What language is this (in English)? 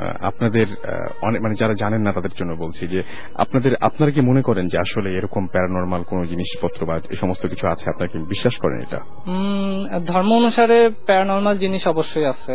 Bangla